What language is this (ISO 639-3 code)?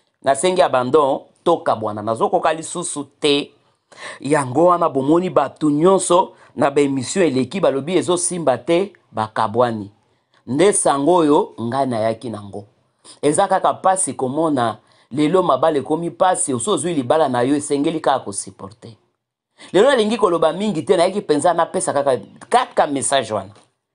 lin